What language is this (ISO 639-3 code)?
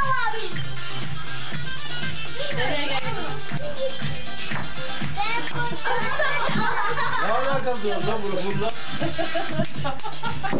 tur